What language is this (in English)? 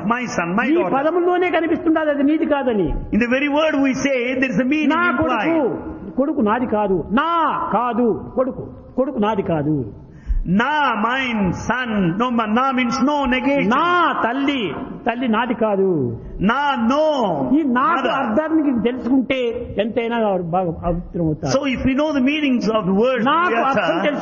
Telugu